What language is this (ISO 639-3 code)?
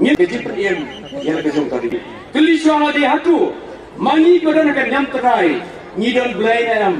kha